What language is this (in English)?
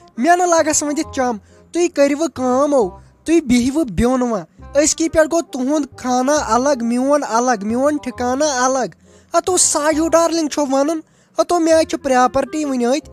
Kashmiri